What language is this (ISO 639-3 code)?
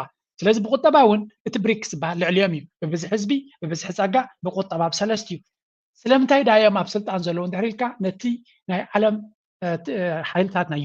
tir